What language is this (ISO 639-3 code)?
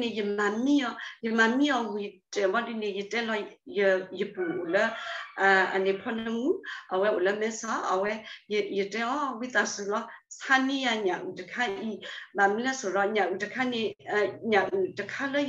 ksw